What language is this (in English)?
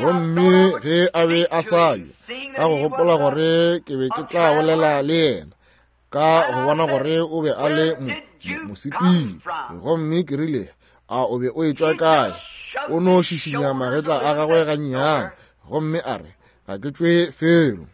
Northern Sotho